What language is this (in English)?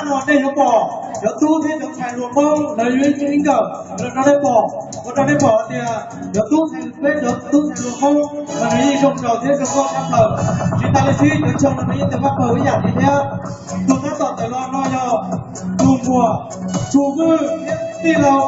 Hmong